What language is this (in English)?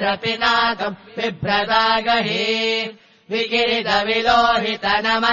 Sanskrit